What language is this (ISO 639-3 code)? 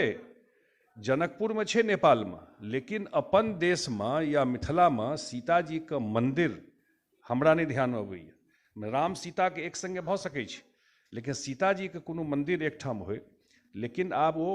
mai